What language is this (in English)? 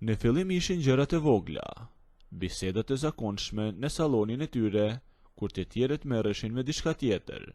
Albanian